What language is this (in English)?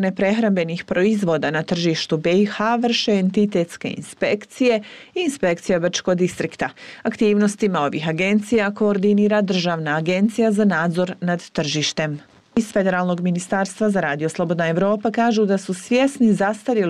Bosnian